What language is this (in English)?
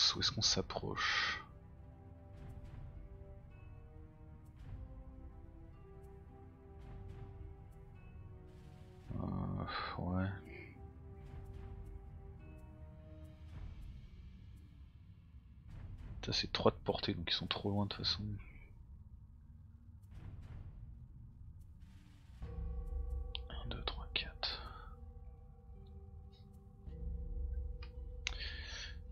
French